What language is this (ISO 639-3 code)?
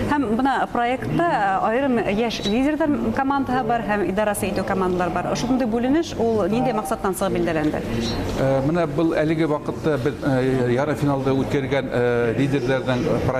bak